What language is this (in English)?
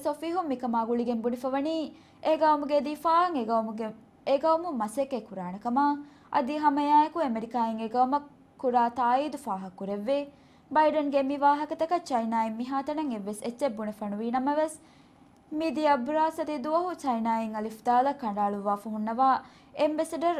Divehi